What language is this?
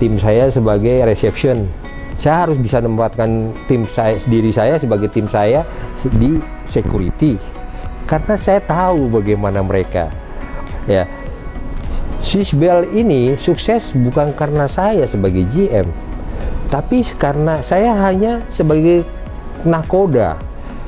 Indonesian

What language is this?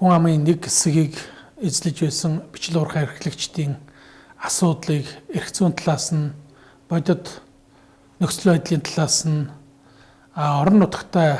Mongolian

